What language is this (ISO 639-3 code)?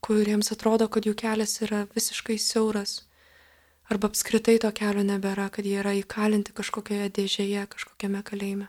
lit